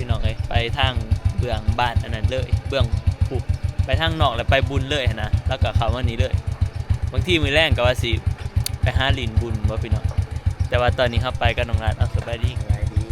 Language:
Northeastern Thai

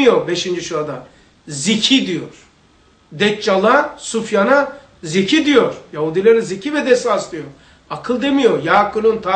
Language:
Turkish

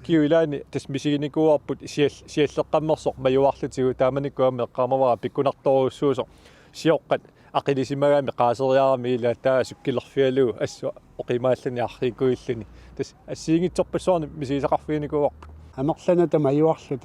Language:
Kalaallisut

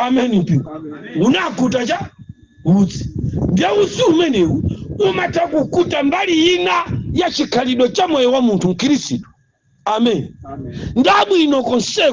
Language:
Nyanja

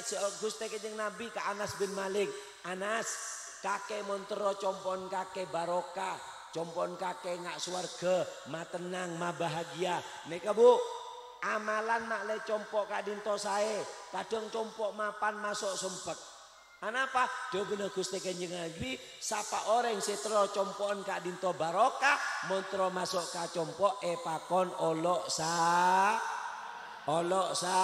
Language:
Madurese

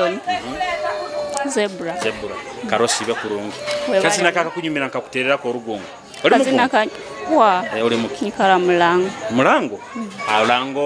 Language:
Nyoro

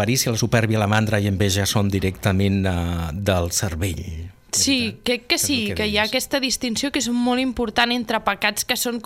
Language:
Catalan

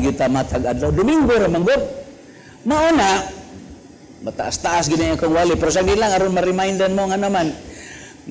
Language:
Cebuano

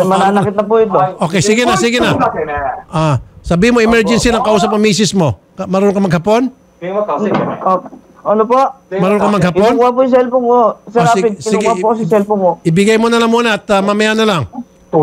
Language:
Filipino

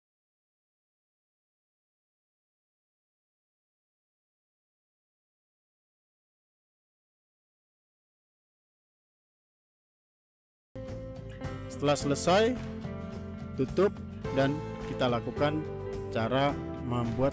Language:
Indonesian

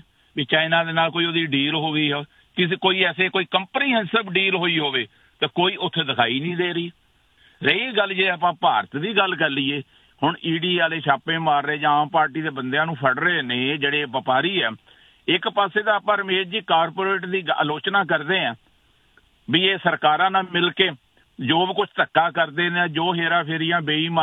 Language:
Punjabi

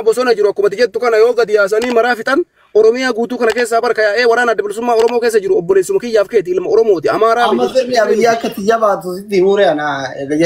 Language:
Oromo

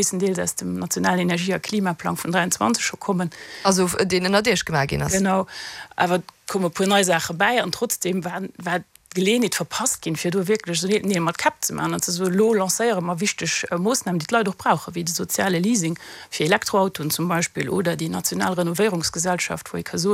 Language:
Luxembourgish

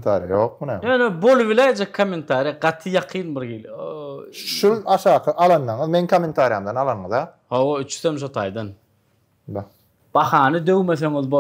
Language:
Turkmen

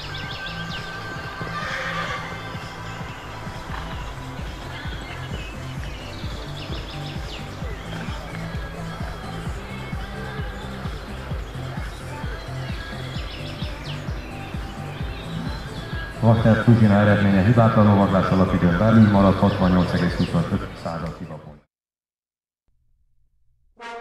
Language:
Hungarian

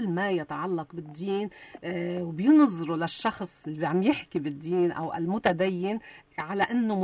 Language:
North Levantine Arabic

